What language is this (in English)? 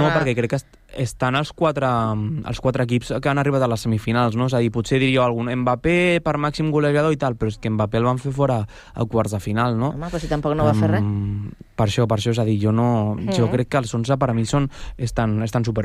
Catalan